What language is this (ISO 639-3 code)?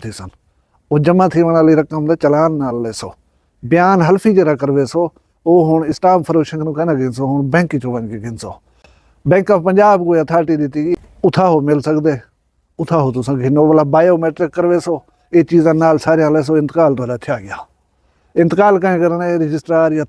skr